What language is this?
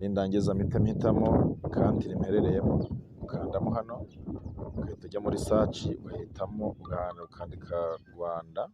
Kinyarwanda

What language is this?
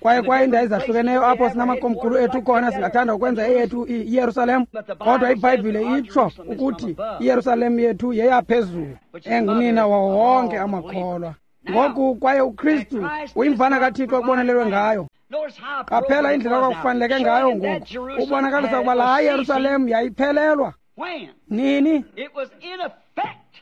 Xhosa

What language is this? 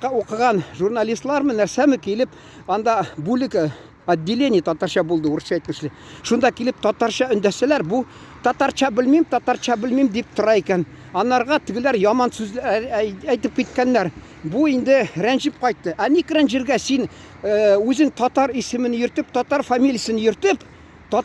Tatar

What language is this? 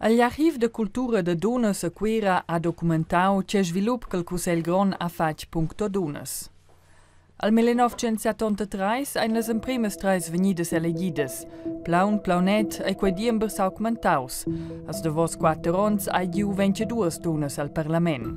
Romansh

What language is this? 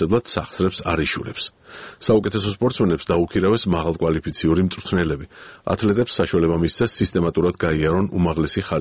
Georgian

